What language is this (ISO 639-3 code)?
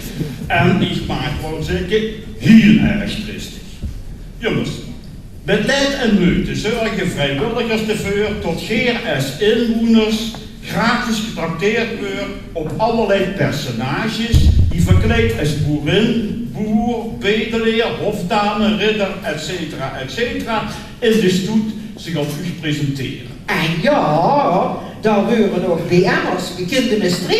lim